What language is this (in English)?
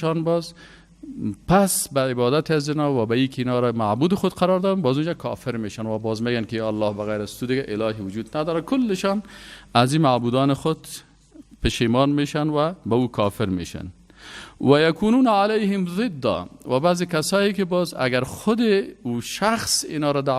Persian